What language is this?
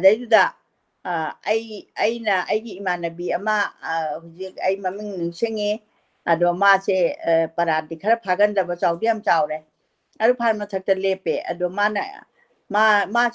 Manipuri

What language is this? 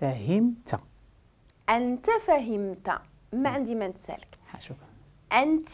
Moroccan Arabic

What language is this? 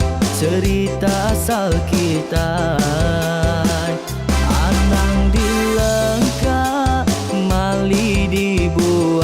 Iban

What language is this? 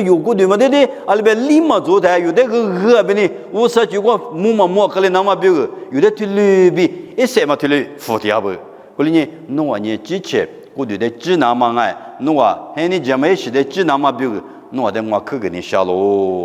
Lisu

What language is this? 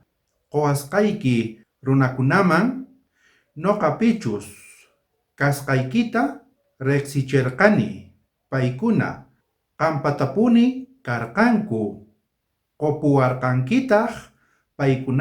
South Bolivian Quechua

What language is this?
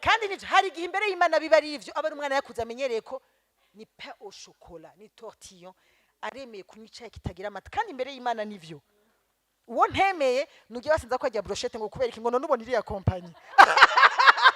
Rundi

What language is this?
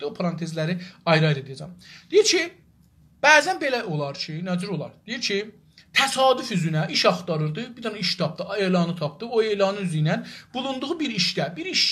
South Azerbaijani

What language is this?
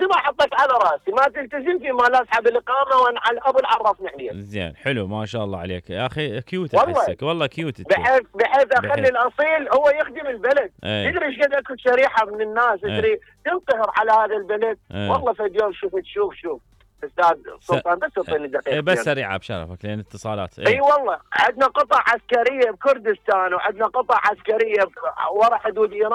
Mesopotamian Arabic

